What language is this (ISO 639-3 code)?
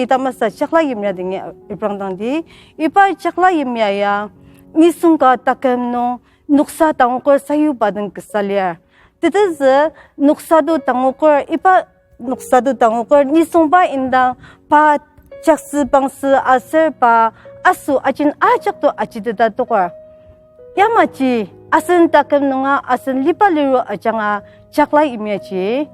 njo